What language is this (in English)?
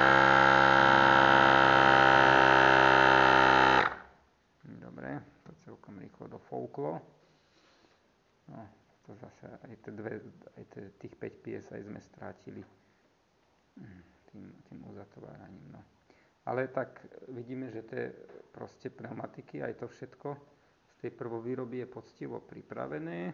Slovak